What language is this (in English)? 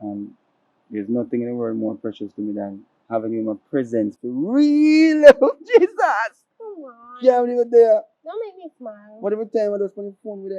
Jamaican Creole English